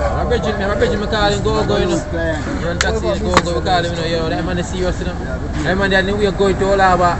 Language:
Jamaican Creole English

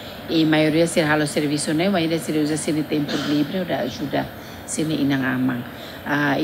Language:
Tetum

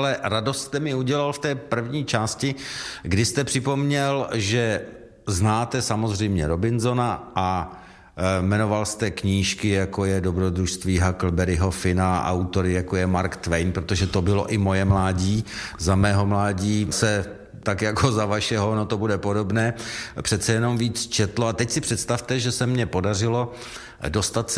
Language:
Czech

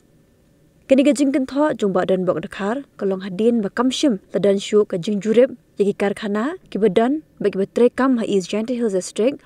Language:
Khasi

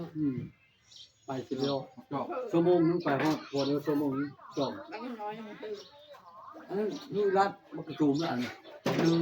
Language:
Northeastern Thai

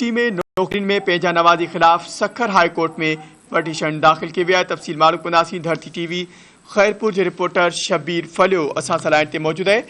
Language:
Sindhi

